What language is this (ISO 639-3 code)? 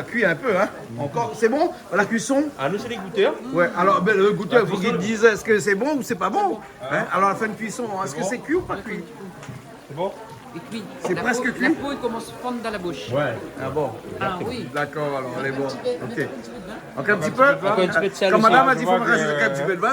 rcf